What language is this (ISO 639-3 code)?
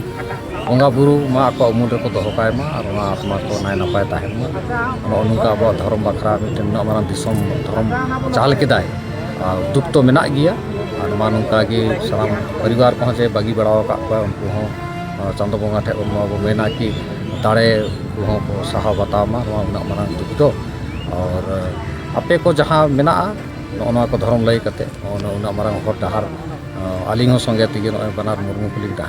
sat